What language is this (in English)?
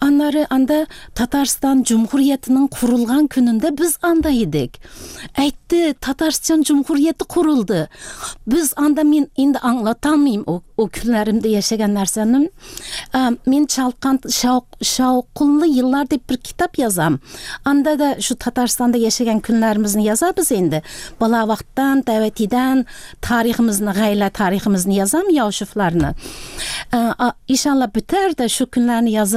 Tatar